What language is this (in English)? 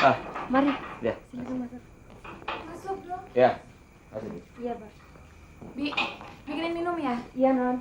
Betawi